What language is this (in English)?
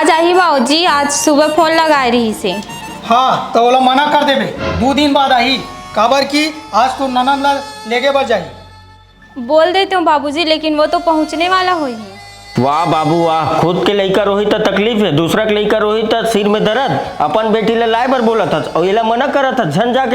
Chhattisgarhi